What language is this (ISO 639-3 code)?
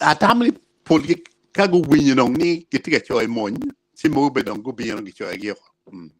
ach